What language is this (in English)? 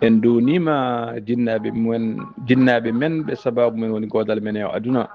Fula